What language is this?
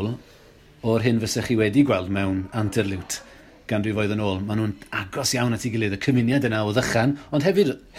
Welsh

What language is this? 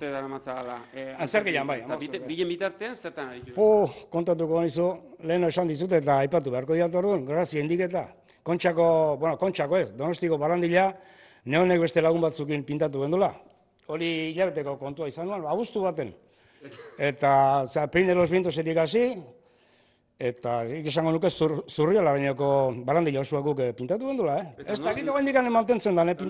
Basque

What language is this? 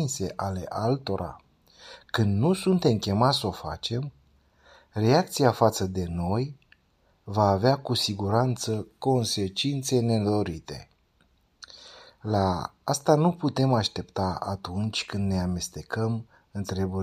Romanian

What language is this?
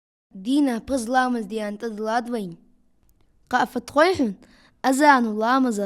Ingush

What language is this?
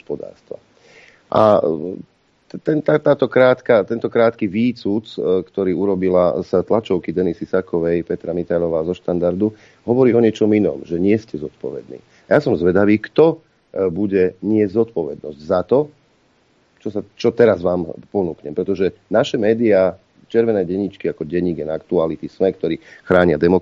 Slovak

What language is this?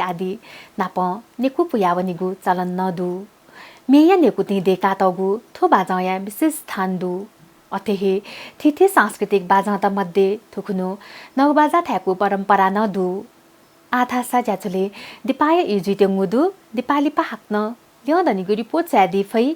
Newari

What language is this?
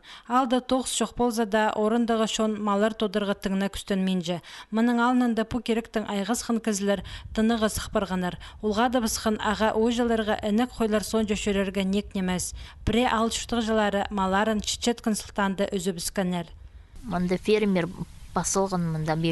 Khakas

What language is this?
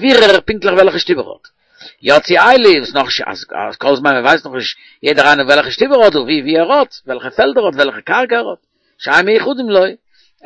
Yiddish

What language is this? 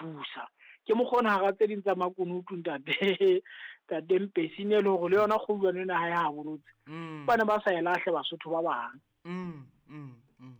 Southern Sotho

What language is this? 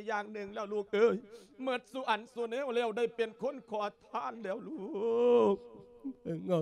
Lao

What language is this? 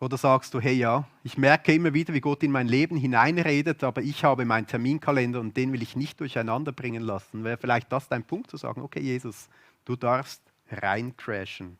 Swiss German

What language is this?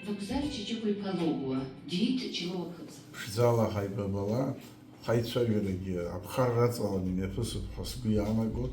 Abkhazian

